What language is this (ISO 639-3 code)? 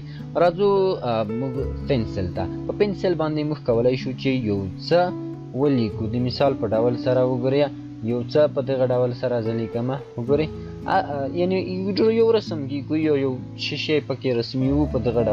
pus